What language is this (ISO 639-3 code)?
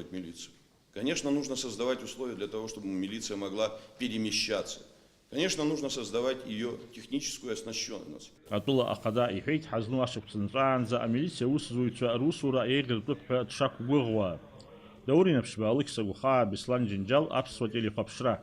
abk